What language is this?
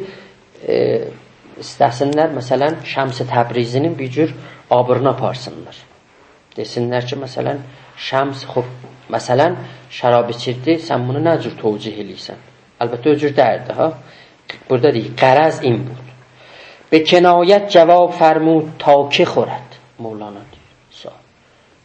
South Azerbaijani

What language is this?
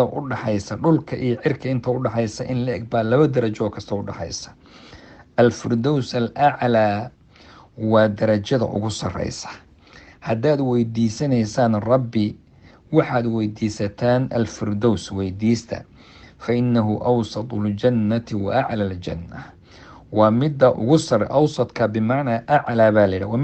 Somali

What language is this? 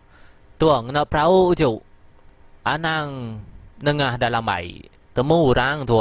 Iban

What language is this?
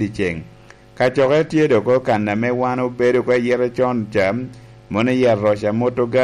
Lango (Uganda)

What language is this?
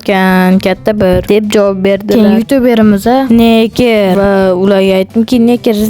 Uzbek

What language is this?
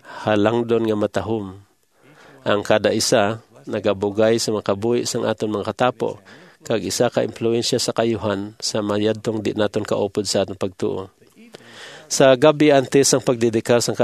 Hiligaynon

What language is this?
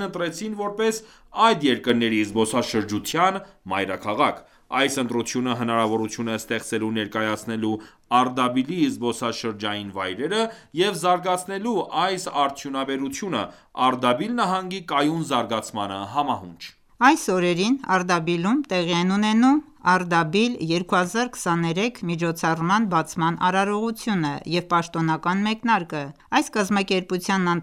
Armenian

